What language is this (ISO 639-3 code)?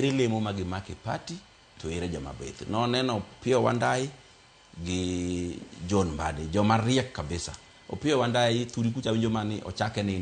luo